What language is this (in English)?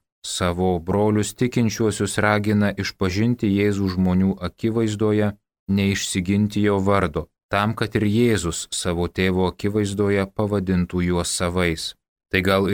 Lithuanian